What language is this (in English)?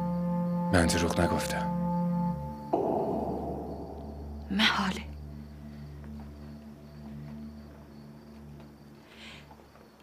Persian